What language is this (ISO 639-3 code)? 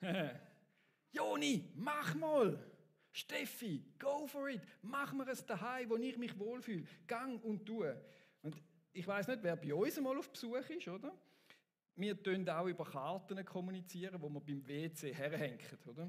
gsw